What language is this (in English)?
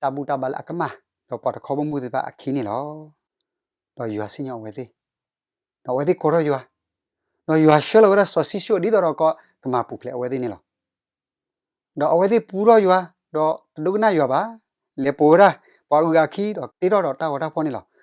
S'gaw Karen